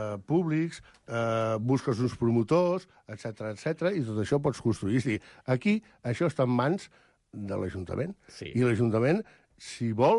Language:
Catalan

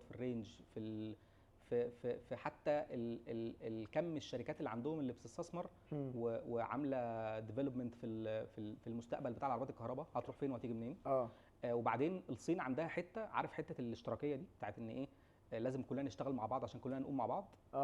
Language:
Egyptian Arabic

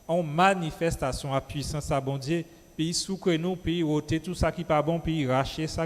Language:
Guadeloupean Creole French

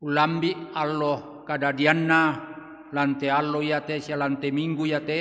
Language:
Toraja-Sa'dan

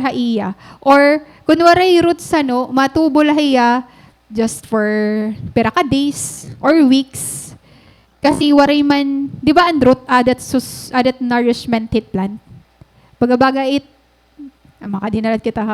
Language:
Waray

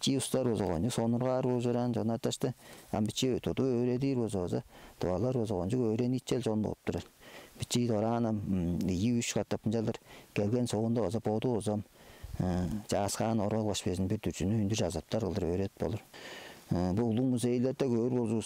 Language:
Tuvinian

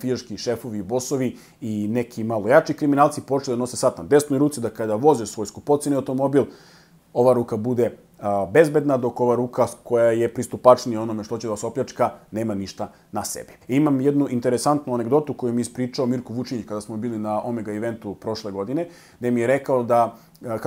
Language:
Serbian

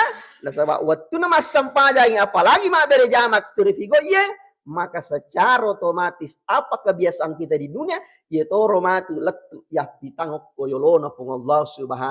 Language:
Buginese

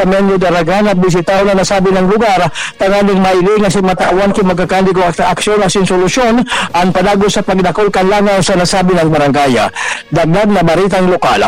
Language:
Bikol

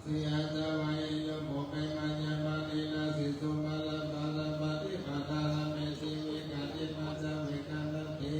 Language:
Pali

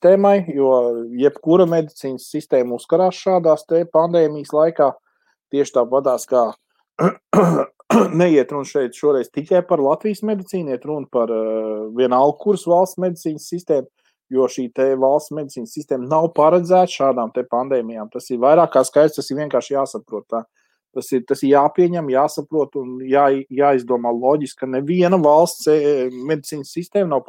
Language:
Latvian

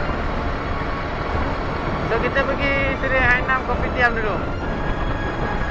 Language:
Malay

